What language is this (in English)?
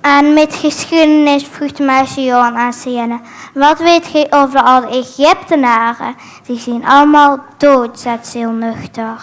Limburgish